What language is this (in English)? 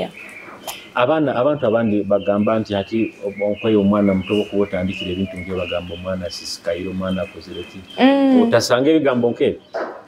Nyoro